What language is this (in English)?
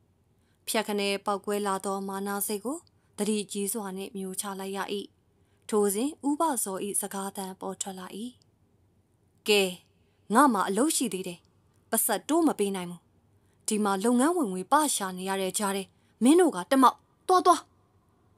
Burmese